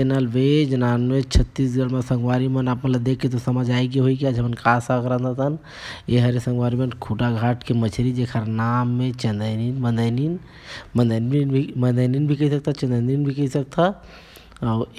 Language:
Chhattisgarhi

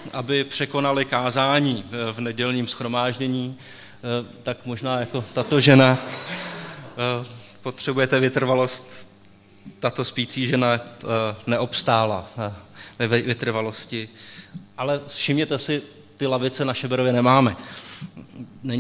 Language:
Czech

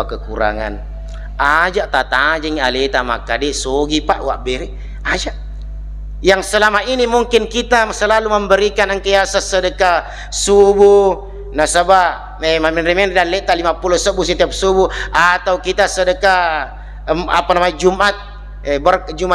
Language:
Buginese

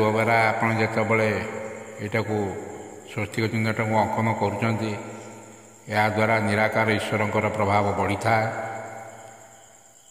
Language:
Odia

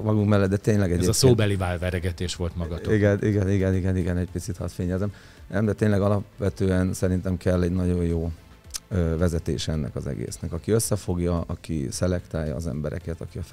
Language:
Hungarian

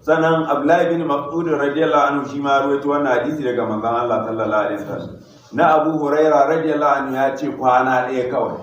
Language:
Hausa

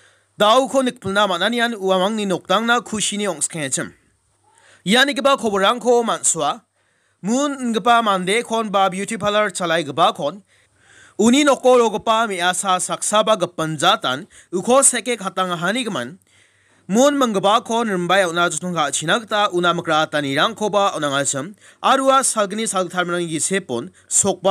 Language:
Garo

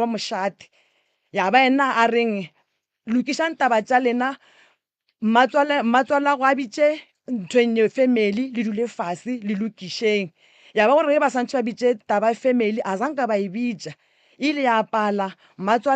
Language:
Northern Sotho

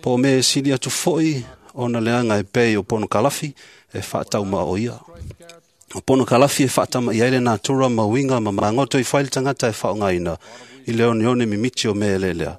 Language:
Samoan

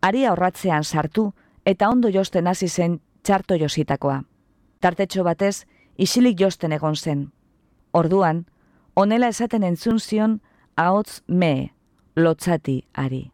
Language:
Basque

